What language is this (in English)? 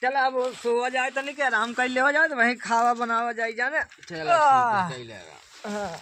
Awadhi